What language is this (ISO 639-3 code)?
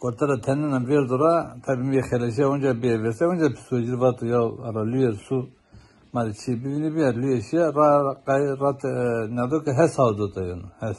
zza